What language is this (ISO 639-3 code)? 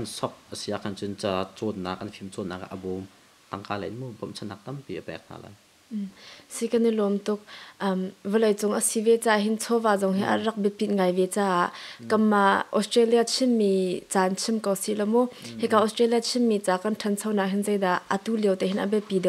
cnh